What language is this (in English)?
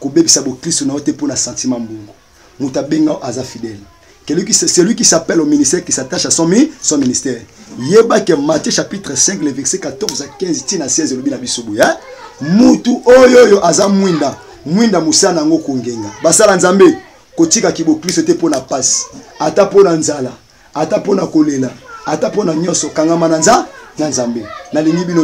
Lingala